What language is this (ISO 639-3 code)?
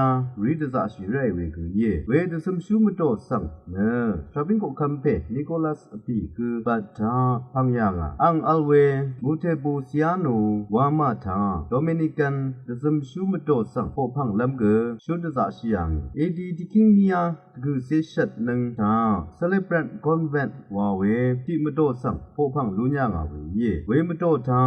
raw